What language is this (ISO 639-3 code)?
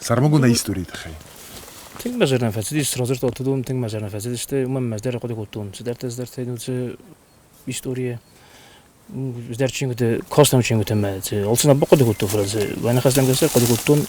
oss